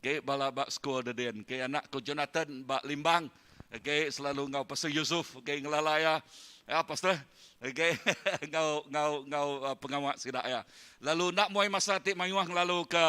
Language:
Iban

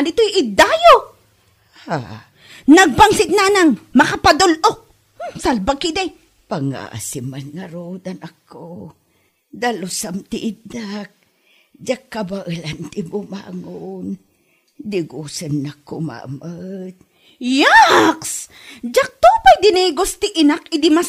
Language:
Iloko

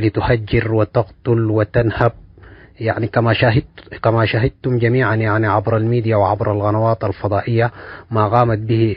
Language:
Tigre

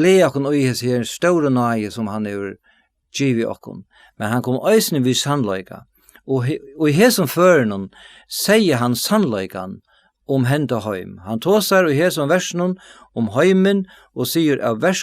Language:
Faroese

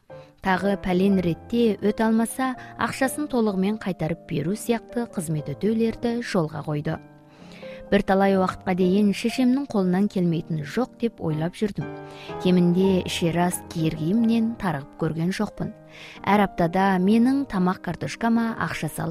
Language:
Kazakh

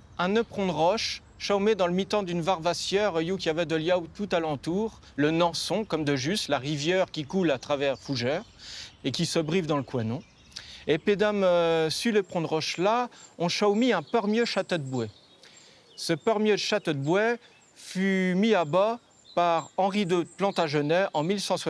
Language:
Breton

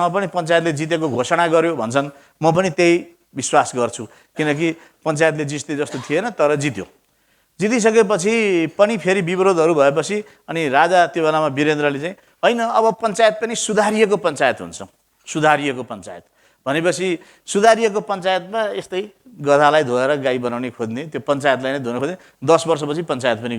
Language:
Nepali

